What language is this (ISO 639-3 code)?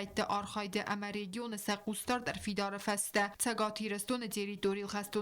oss